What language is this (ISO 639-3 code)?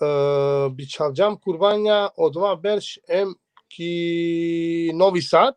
rmn